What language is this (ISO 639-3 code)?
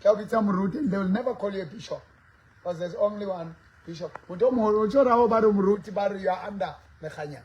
sot